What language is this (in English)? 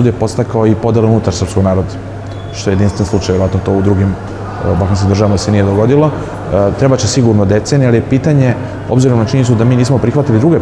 Serbian